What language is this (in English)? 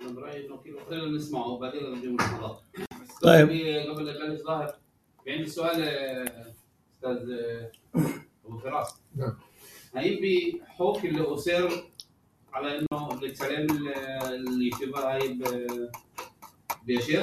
North Levantine Arabic